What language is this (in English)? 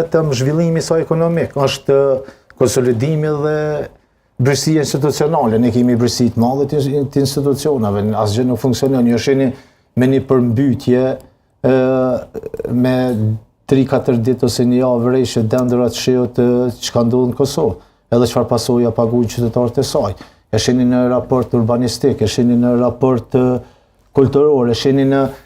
Albanian